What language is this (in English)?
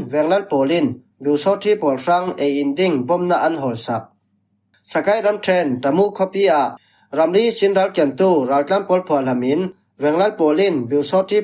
Falam Chin